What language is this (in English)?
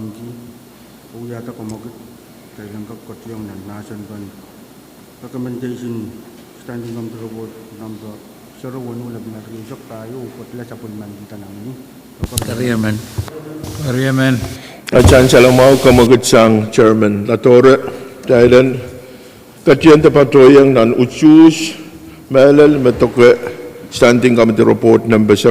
Pohnpeian